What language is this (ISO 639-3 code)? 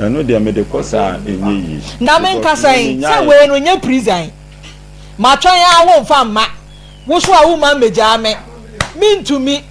aka